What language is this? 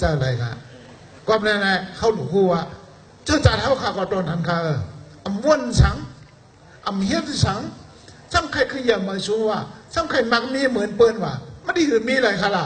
Shan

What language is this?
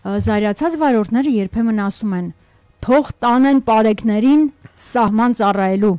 Armenian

